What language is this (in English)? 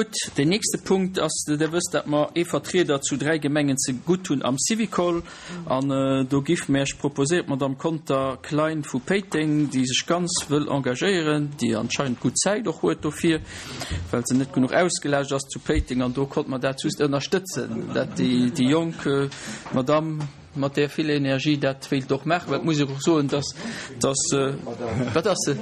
Luxembourgish